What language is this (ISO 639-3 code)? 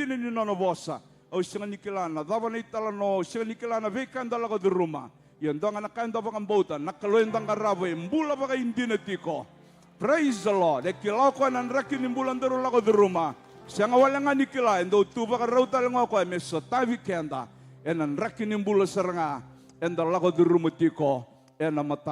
fij